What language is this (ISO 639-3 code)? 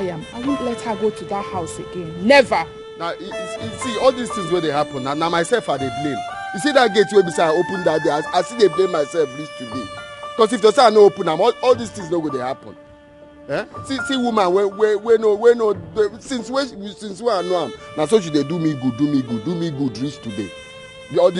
pcm